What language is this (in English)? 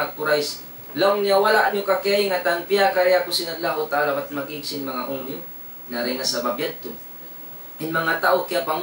Tausug